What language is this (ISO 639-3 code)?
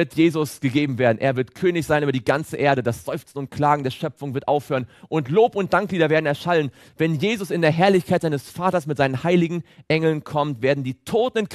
deu